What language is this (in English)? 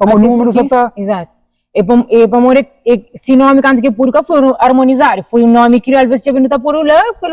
Kabuverdianu